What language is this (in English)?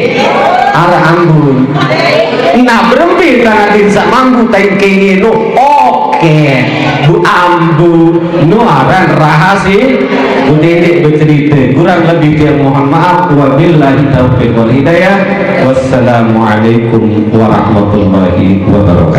Sasak